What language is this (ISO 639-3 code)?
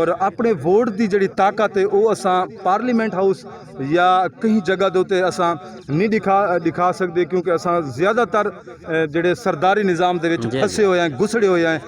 skr